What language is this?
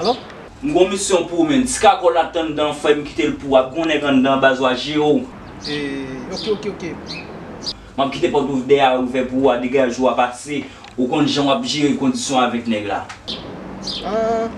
Haitian Creole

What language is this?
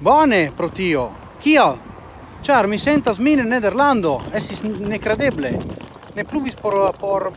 Esperanto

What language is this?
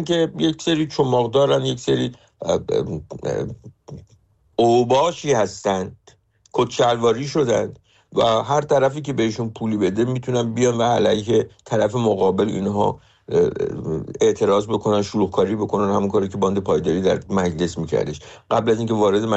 Persian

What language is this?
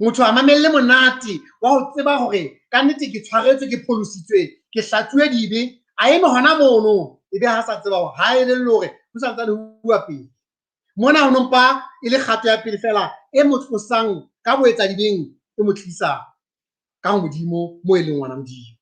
Southern Sotho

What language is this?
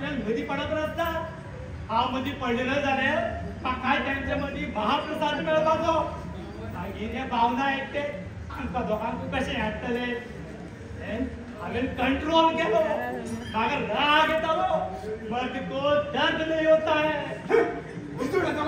Konkani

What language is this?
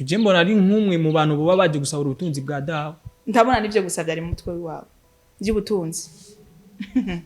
Rundi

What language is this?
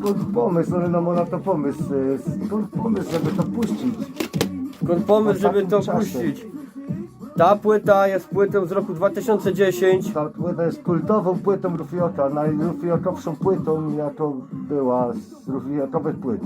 Silesian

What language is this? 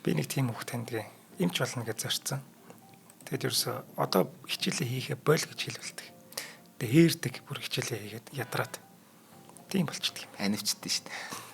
Mongolian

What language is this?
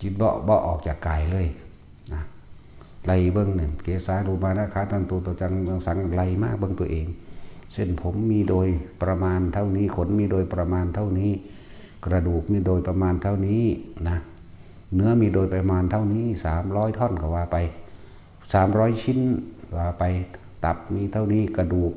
Northeastern Thai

